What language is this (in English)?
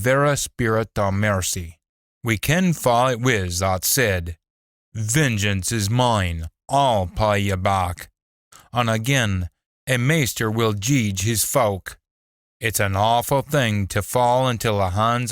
Scots